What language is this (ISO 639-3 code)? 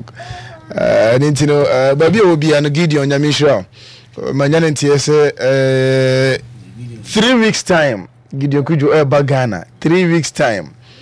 aka